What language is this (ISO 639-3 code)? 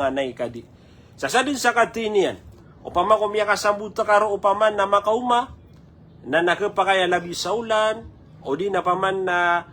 mrw